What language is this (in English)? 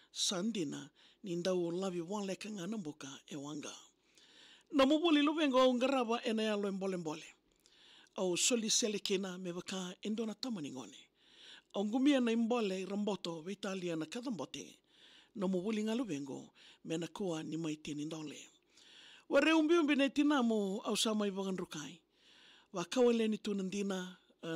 Fijian